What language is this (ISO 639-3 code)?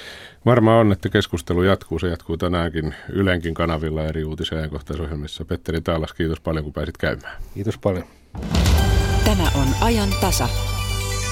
fin